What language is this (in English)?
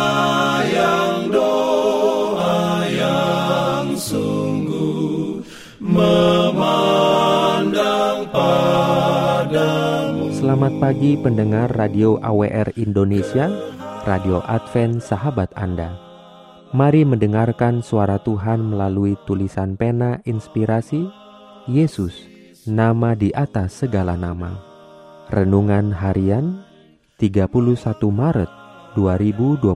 Indonesian